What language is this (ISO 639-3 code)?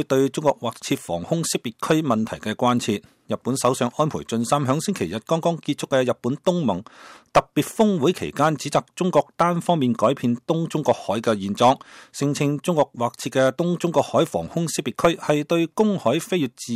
yue